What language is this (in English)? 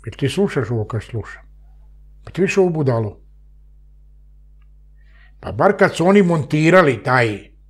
Serbian